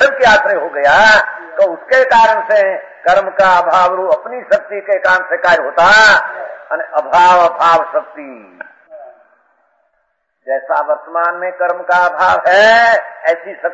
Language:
Hindi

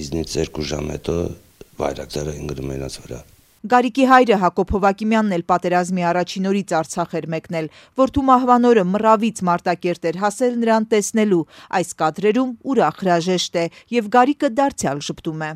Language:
Armenian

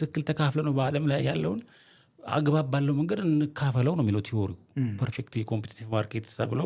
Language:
Amharic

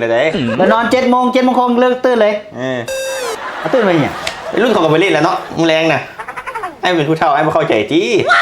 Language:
Northeastern Thai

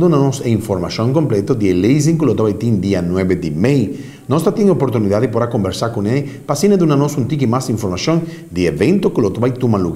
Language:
Papiamento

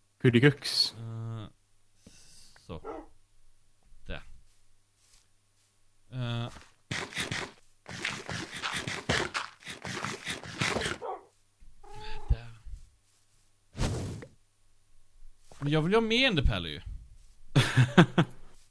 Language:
Swedish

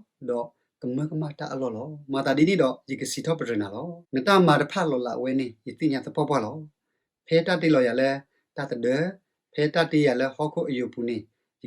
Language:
S'gaw Karen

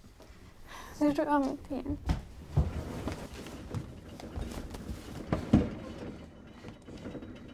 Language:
Swedish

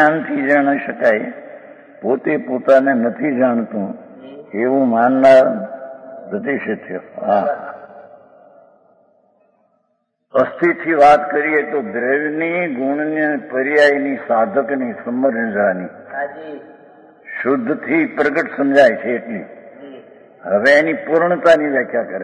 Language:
Gujarati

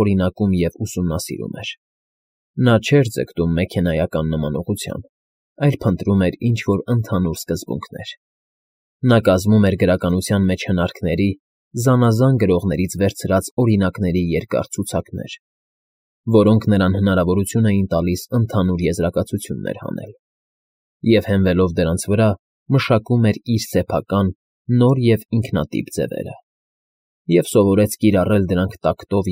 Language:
Armenian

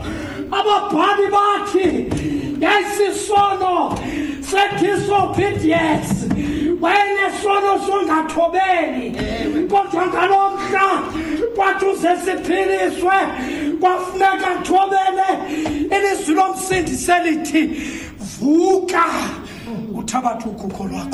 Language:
Xhosa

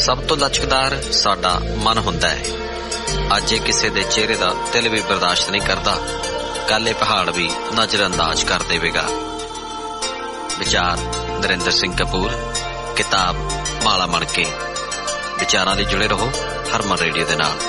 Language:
Punjabi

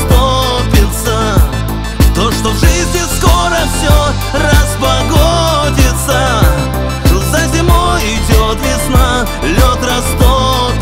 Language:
Russian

